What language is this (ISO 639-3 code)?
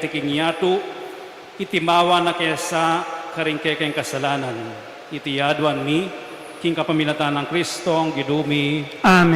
pam